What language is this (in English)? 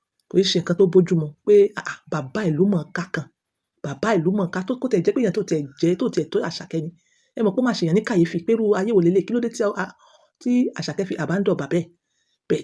Yoruba